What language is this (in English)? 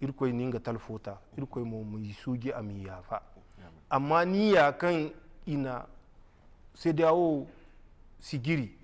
Zarma